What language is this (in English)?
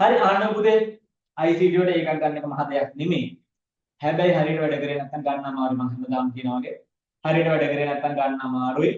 Sinhala